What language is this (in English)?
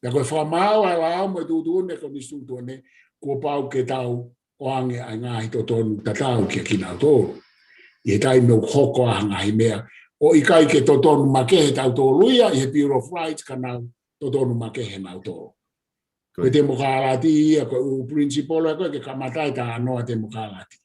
Tongan